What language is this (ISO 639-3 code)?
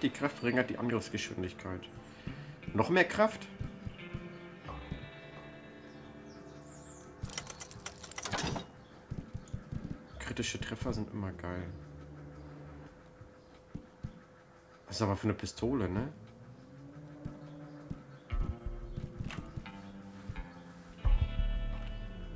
deu